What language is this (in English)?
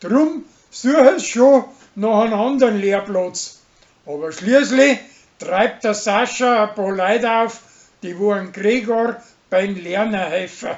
Bavarian